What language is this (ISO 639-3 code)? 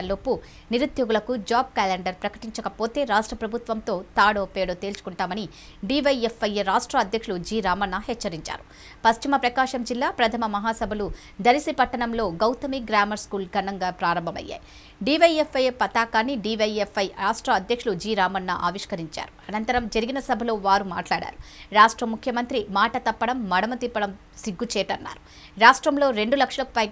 tel